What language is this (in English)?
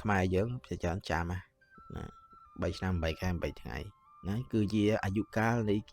Khmer